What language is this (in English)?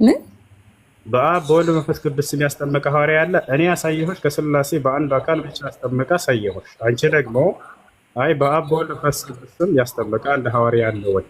Amharic